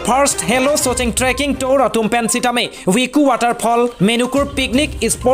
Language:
Karbi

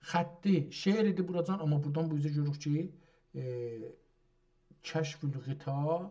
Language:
South Azerbaijani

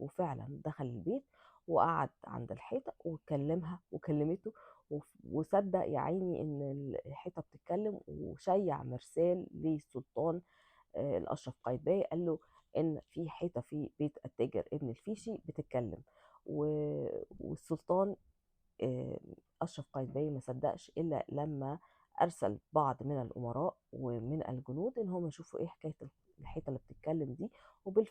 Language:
Egyptian Arabic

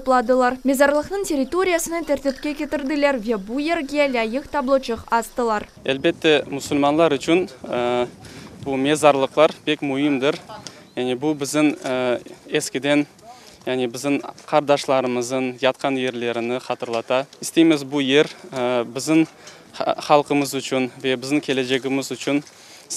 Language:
Crimean Tatar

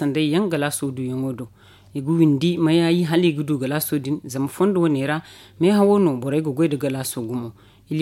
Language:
Zarma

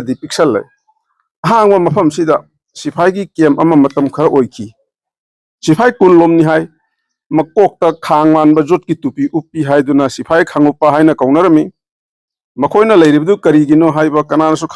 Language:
Manipuri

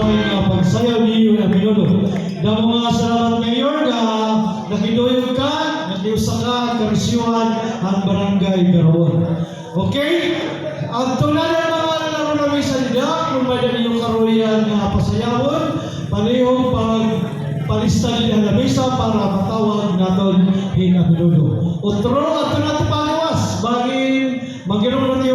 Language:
Waray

